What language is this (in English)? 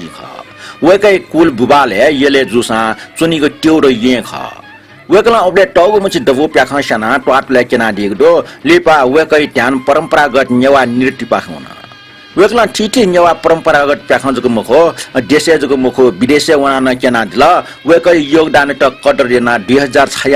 Newari